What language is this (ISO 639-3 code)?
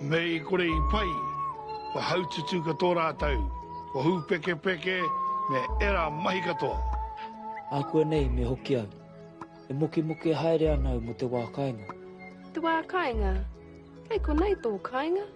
mri